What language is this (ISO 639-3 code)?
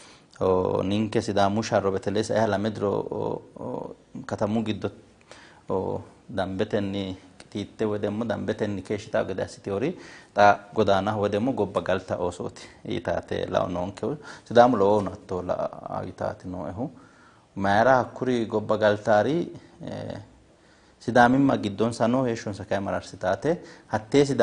sid